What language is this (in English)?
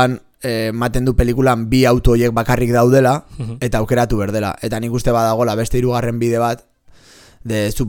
Basque